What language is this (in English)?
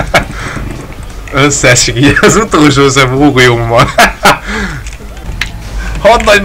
Hungarian